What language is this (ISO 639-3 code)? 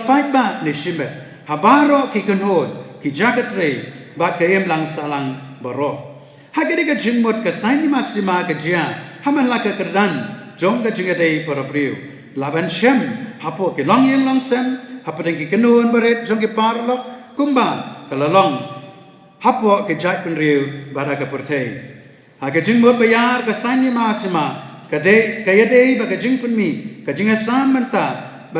kha